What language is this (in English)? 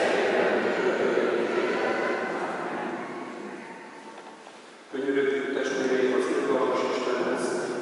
Hungarian